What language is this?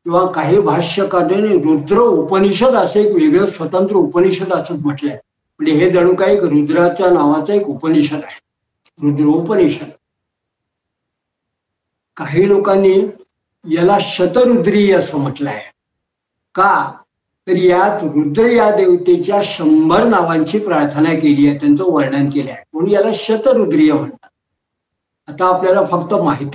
Marathi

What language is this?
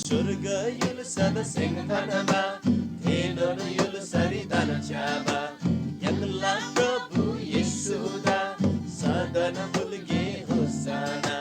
Eastern Tamang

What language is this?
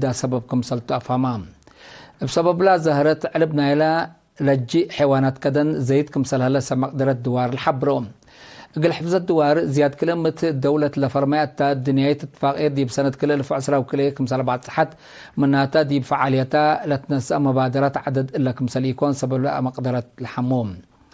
Tigre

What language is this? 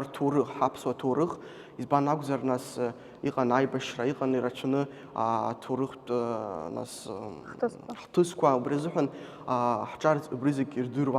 Abkhazian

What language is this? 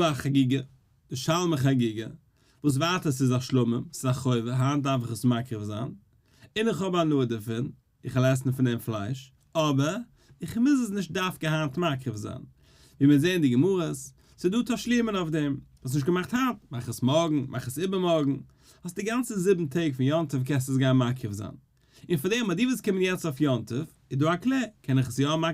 Yiddish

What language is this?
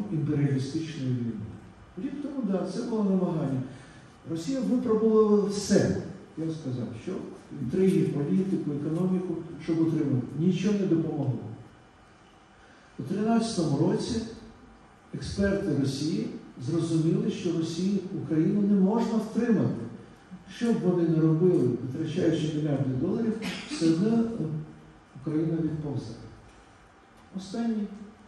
Ukrainian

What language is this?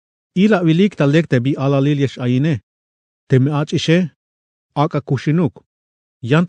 Tzeltal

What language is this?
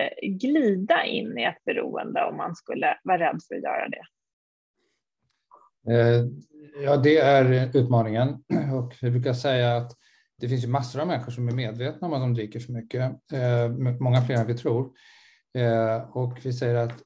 Swedish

